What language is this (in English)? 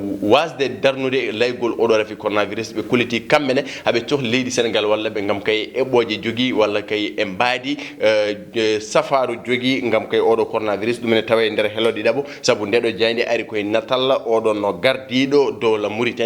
Fula